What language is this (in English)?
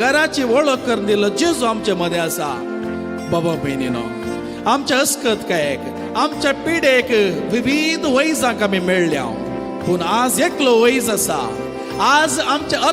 Konkani